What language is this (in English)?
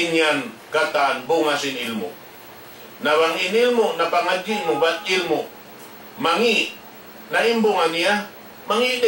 Tausug